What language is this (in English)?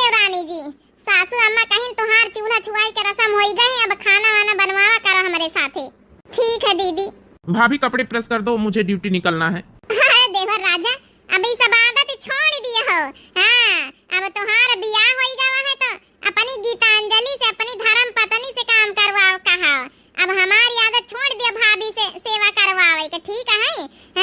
Awadhi